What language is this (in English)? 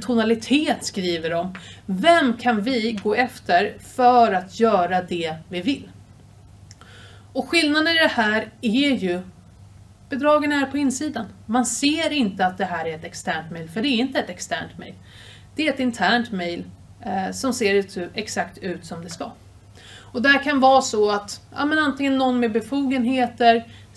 Swedish